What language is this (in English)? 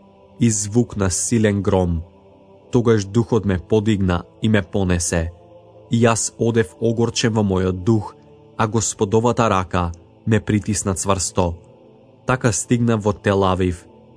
Macedonian